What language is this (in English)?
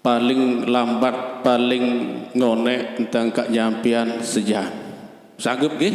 Sasak